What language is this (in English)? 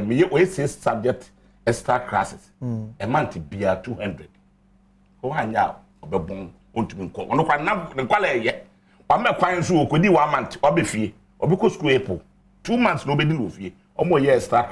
Akan